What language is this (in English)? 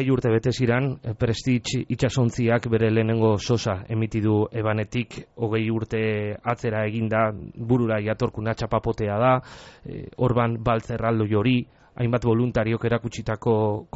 Basque